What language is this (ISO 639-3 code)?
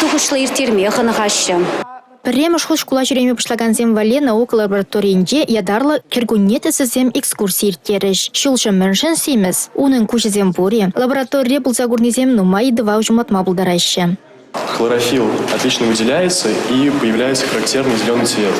chv